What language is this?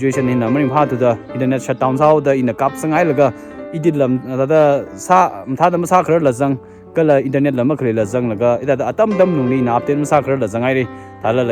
Tangkhul Naga (India)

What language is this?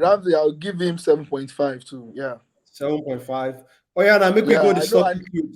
Nigerian Pidgin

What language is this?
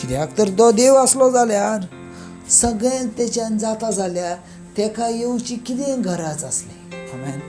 Konkani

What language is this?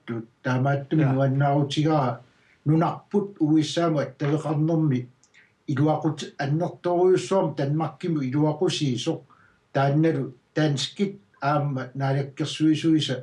Kalaallisut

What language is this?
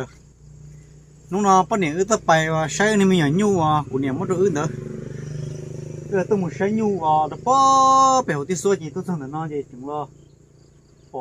Vietnamese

